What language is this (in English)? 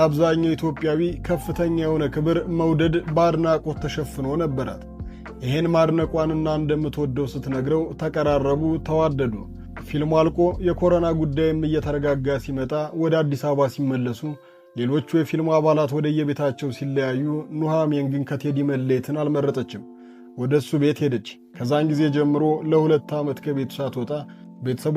Amharic